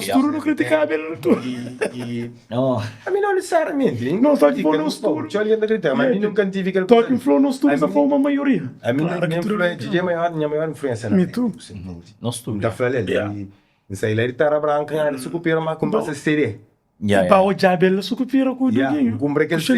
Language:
Kabuverdianu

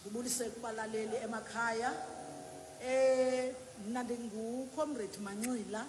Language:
Xhosa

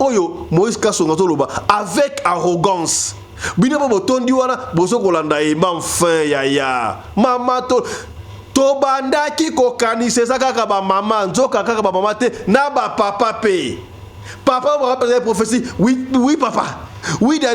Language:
Lingala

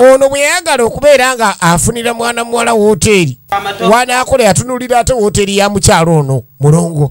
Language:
Ganda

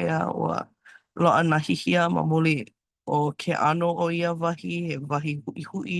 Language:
Hawaiian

